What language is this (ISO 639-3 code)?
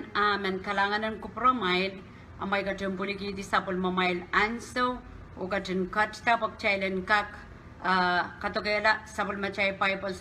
pon